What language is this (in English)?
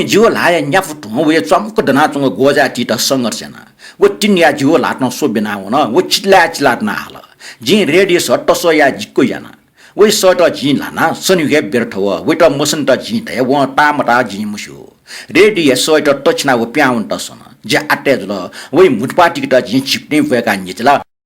Newari